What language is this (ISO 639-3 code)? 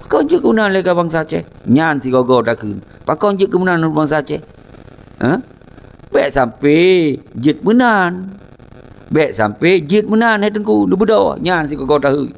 ace